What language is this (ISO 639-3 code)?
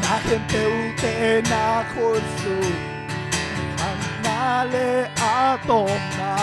ctd